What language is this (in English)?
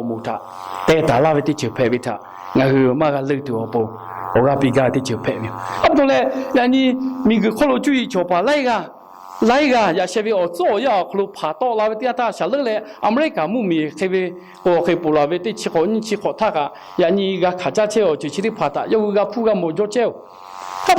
Lahu